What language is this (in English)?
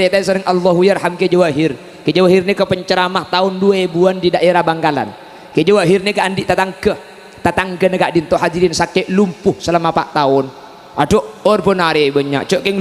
Madurese